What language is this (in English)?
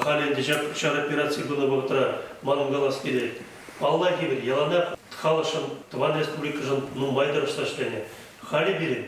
Chuvash